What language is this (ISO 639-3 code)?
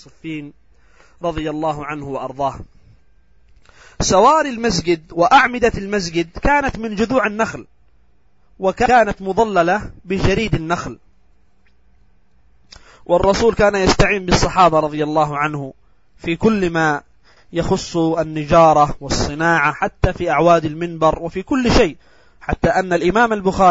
ara